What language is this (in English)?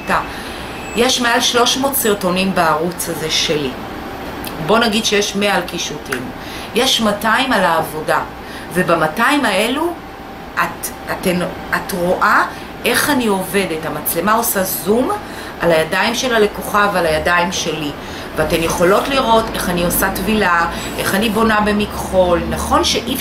Hebrew